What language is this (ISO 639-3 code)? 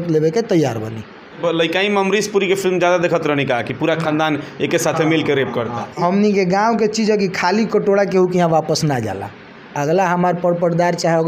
bho